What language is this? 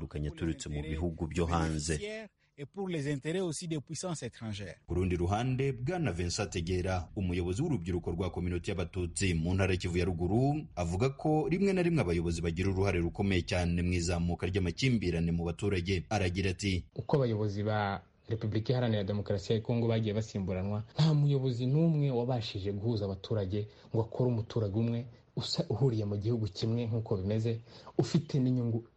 Kinyarwanda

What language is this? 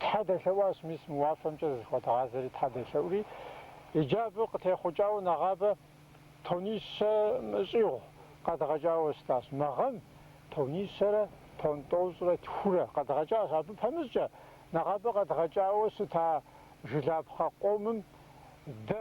Kabardian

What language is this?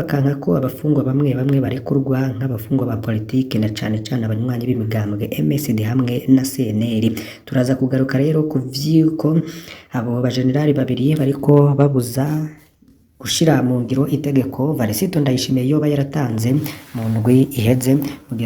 Rundi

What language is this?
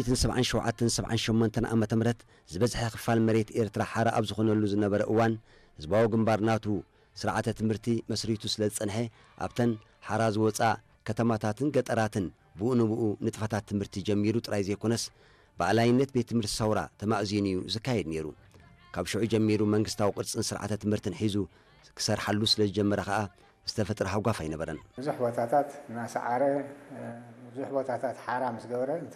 Tigrinya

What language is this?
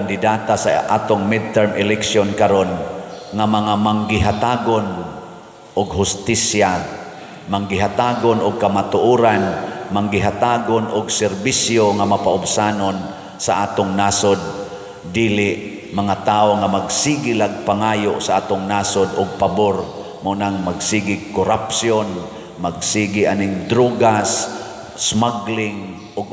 Cebuano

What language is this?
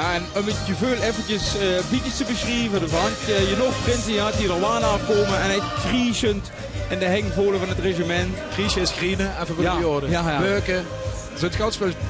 Limburgish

